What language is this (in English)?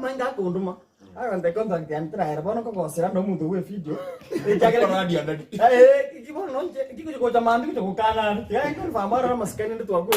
Gusii